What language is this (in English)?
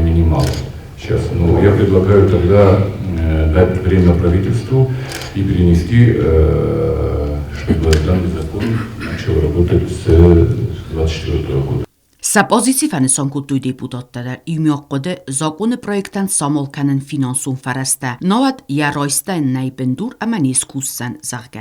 Ossetic